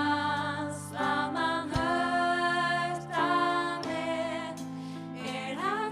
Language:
Faroese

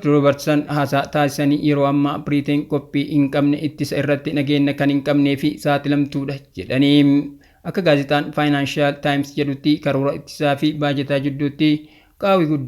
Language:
Oromo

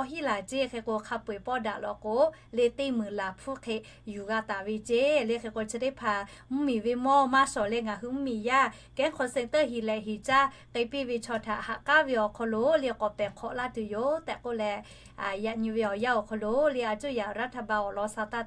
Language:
Lahu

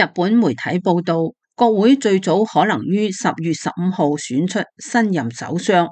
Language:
Cantonese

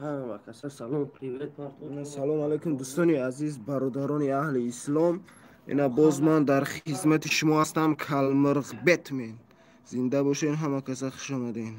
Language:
Tajik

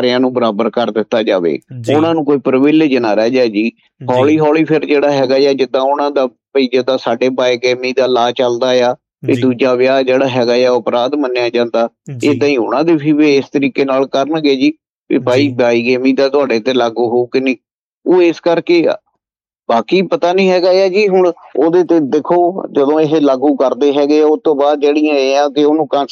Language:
Punjabi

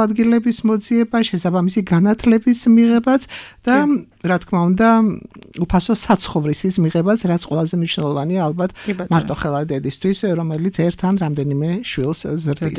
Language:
Georgian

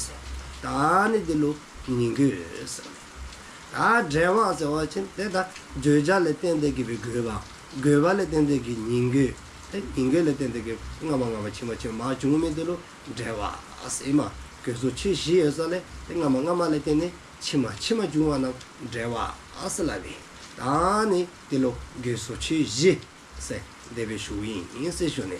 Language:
Dzongkha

